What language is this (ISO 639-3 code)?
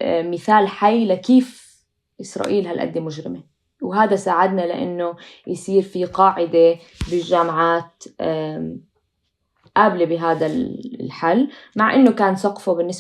apc